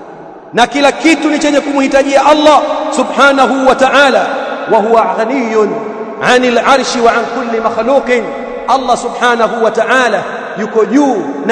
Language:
Swahili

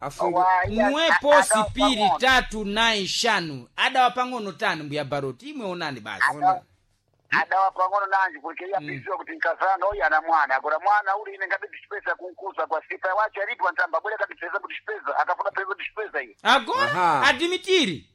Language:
Sena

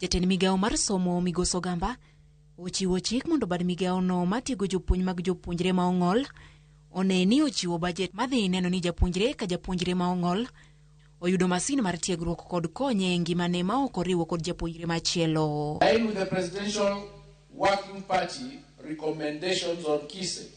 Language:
Luo (Kenya and Tanzania)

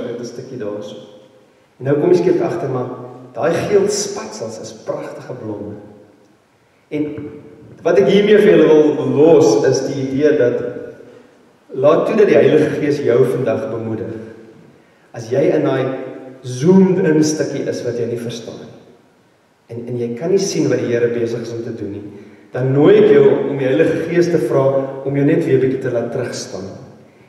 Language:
Afrikaans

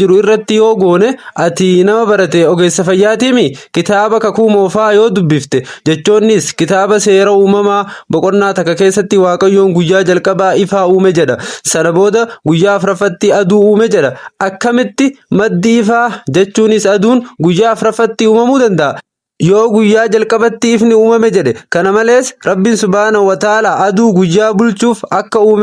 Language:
Oromo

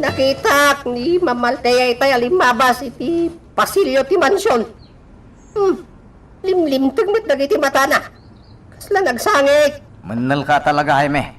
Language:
Iloko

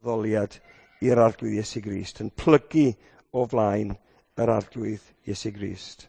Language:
Welsh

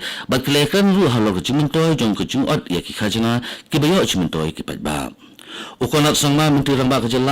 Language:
Khasi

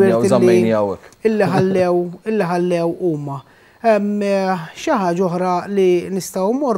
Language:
Maltese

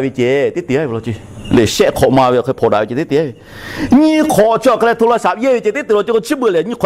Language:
Lahu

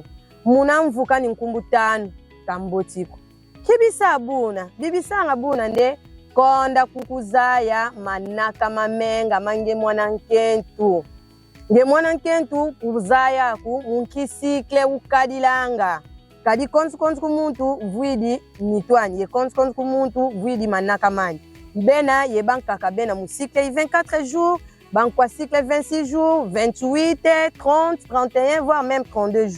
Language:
Kongo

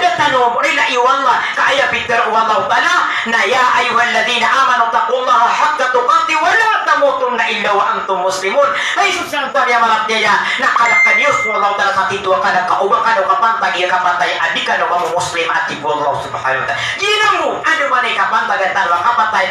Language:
Maranao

